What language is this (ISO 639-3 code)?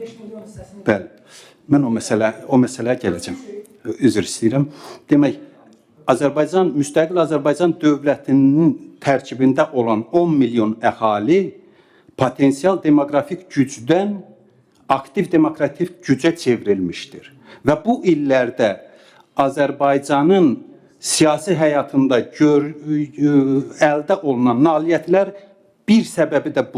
aze